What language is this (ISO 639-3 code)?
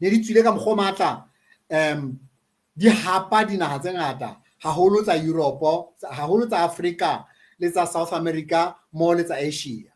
sot